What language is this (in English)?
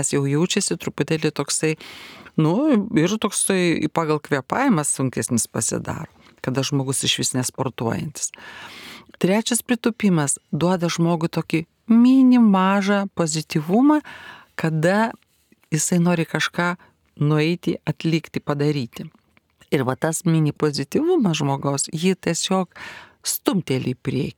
Lithuanian